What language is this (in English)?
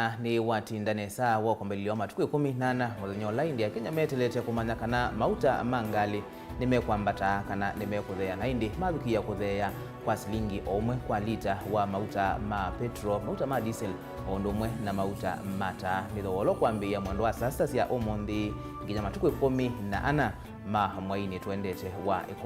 Kamba